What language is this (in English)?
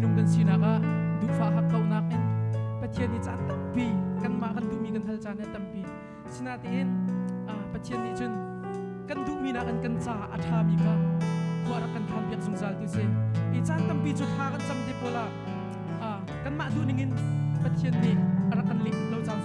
Hakha Chin